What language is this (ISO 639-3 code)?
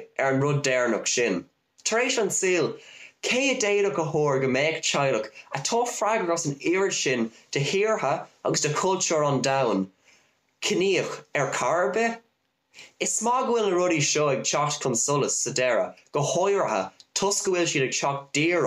gle